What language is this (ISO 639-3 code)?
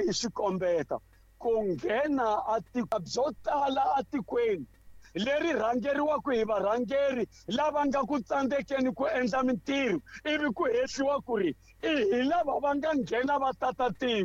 tso